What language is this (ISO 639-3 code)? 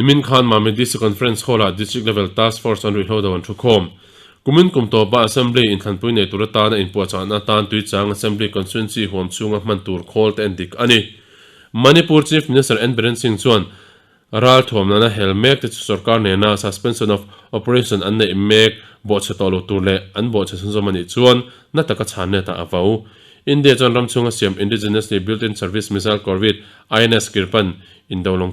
lus